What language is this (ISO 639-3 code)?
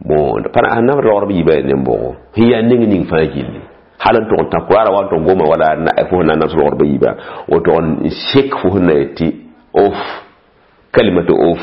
mos